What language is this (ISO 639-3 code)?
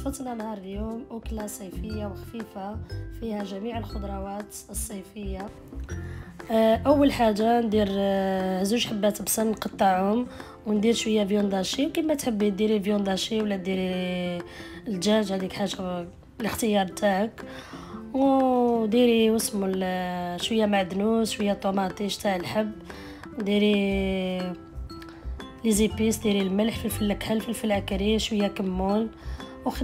arq